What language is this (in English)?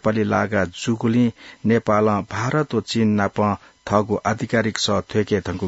Newari